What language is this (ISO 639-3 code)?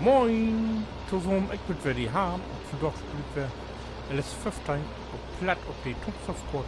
nds